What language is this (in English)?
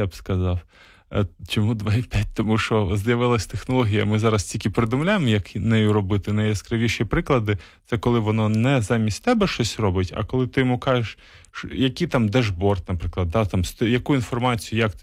Ukrainian